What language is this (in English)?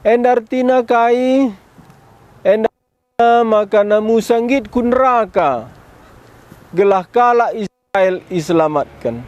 Batak Karo